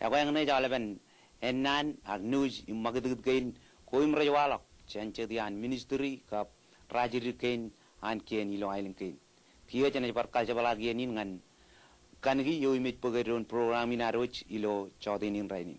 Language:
Marshallese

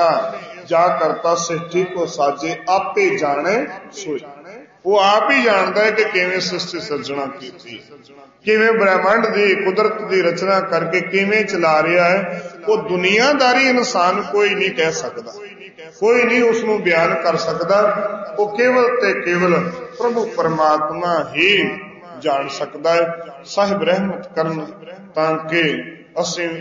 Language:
Punjabi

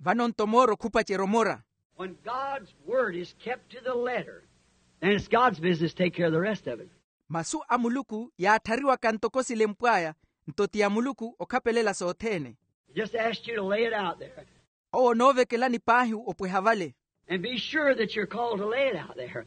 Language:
Makhuwa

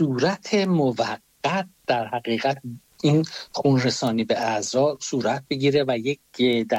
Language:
Persian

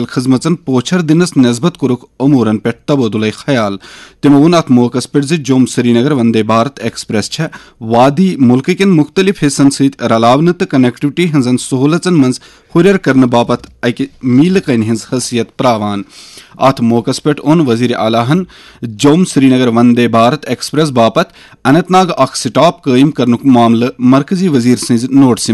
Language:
Kashmiri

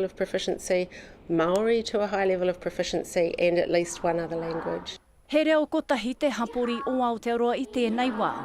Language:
Māori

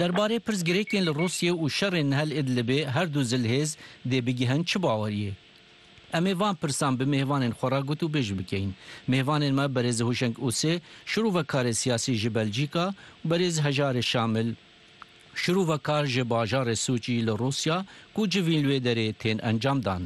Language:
Kurdish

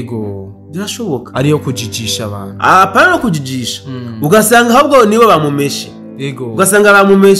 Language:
Rundi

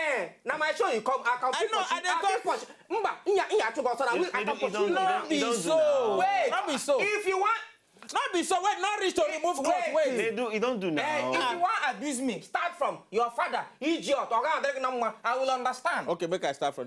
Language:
Nigerian Pidgin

